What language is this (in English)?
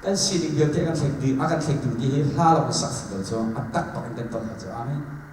Hakha Chin